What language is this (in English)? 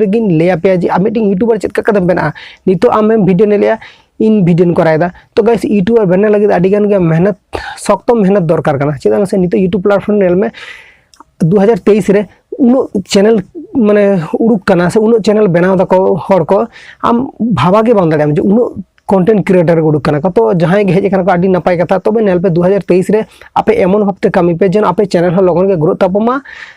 Santali